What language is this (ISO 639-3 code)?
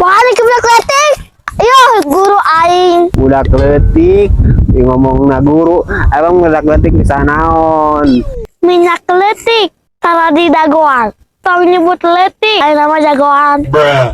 sun